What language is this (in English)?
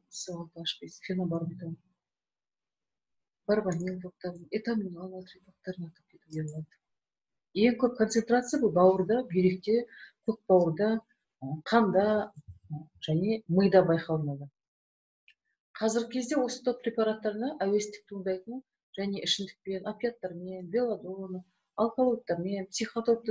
Kazakh